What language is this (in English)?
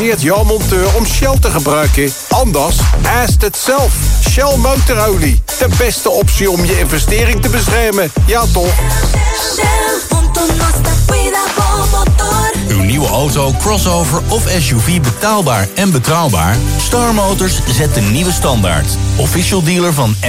Dutch